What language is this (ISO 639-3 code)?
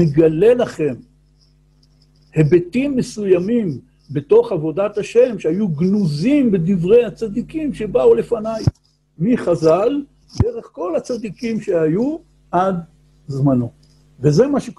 heb